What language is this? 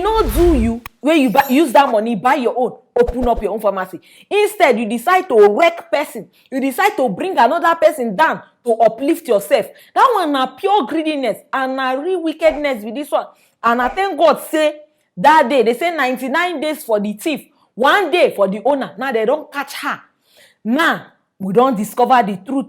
Nigerian Pidgin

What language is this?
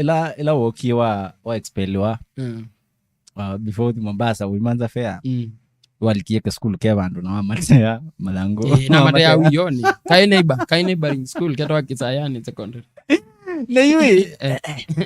Kamba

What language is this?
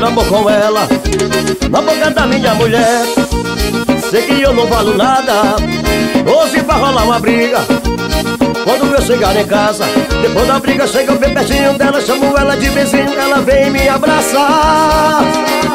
Portuguese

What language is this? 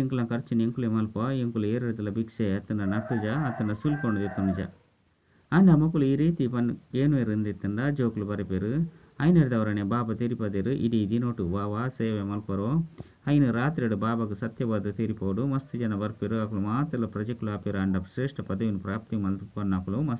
Tulu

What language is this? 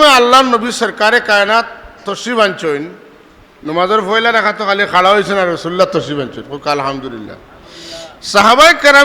Sylheti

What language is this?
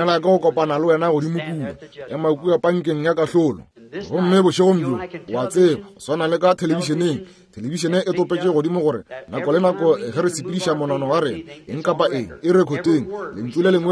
Northern Sotho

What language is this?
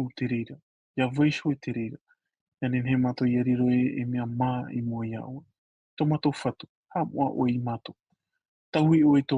Tahitian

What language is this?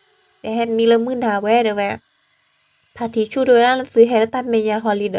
S'gaw Karen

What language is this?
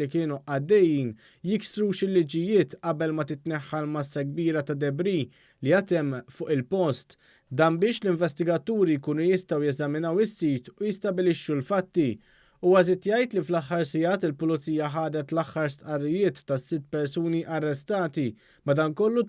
Maltese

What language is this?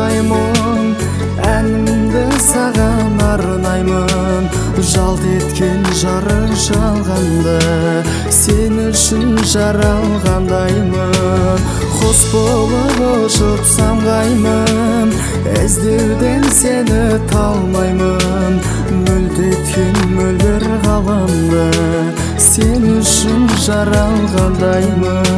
Kazakh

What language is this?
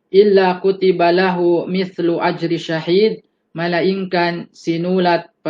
Yakan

